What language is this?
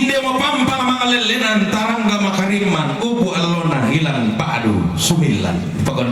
Toraja-Sa'dan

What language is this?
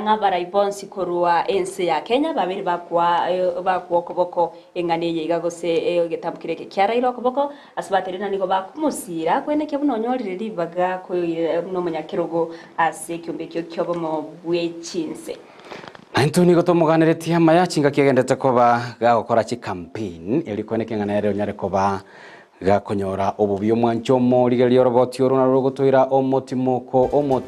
Gusii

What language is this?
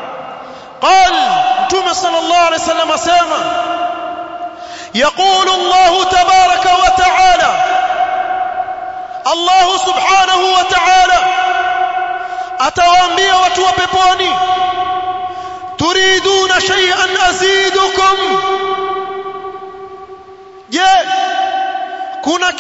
Swahili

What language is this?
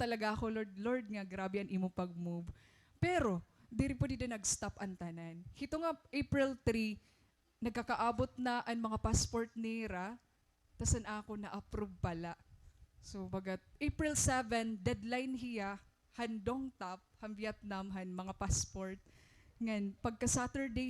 Waray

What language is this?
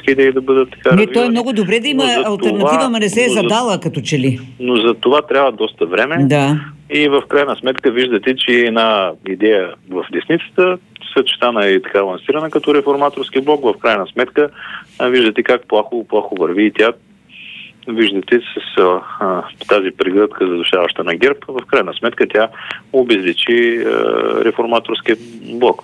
Bulgarian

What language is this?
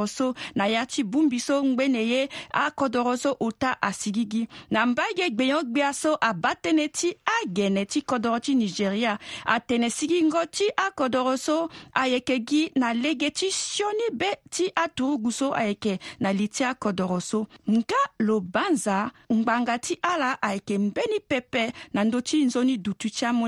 Sango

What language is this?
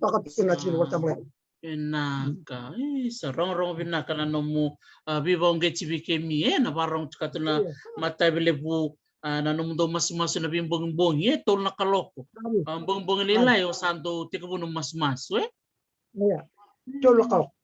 Fijian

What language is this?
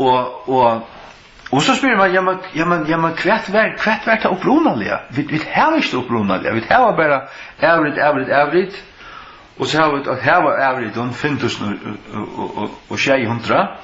Faroese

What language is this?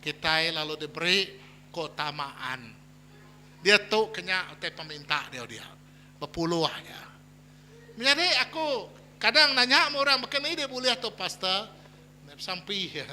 Iban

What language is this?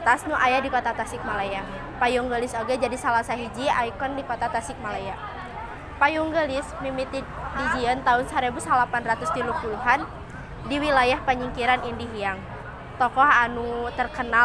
Sundanese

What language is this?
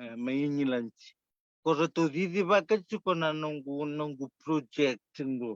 Fijian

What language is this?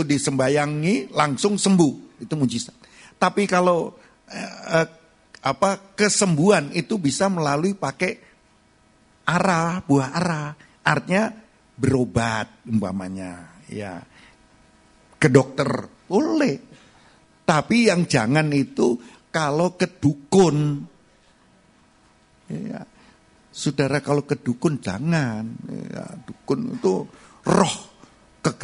Indonesian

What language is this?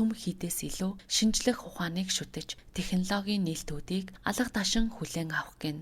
Mongolian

